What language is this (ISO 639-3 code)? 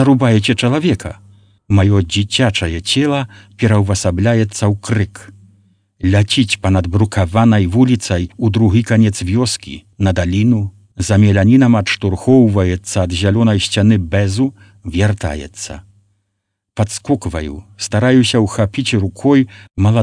bel